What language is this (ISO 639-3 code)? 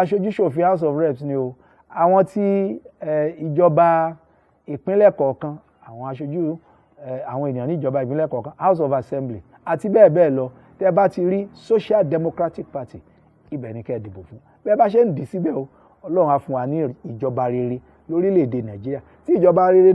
yor